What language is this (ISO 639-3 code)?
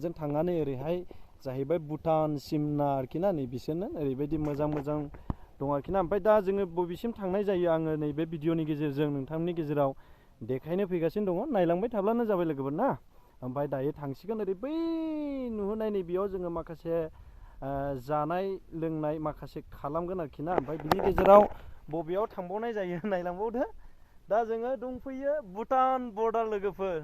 brx